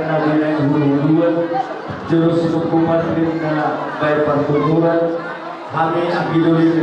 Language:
Batak Toba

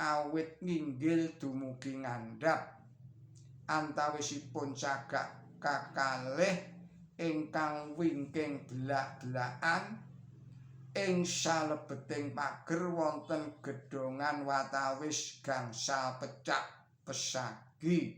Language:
Javanese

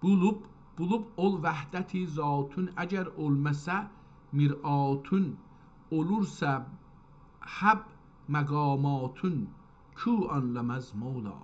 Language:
South Azerbaijani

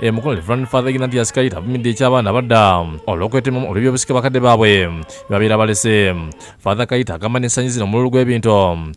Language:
Ganda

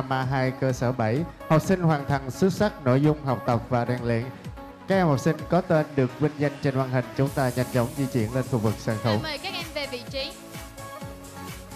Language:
Vietnamese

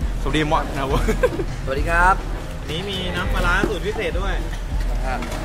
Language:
Thai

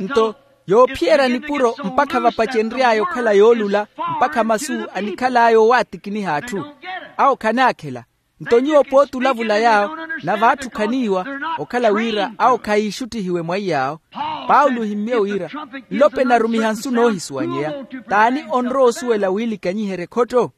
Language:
Makhuwa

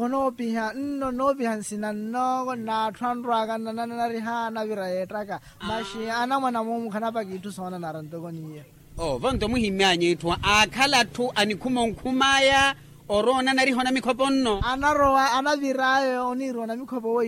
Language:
Makhuwa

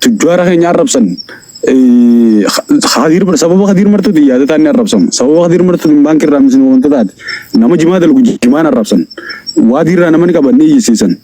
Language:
Oromo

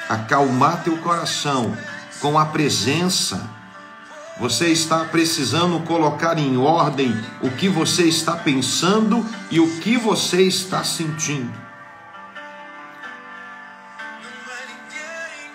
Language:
Portuguese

